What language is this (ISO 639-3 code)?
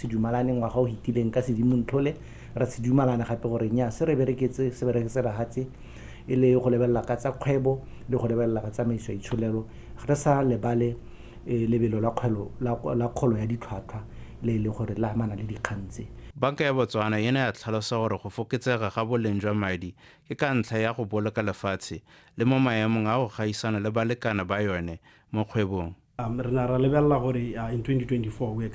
tsn